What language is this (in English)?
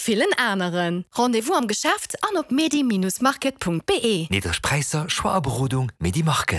Luxembourgish